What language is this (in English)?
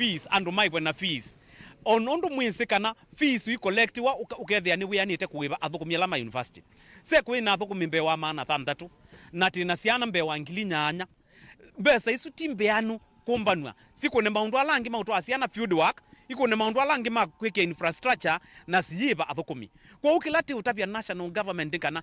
Kamba